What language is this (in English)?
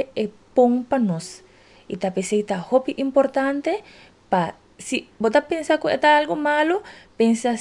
Papiamento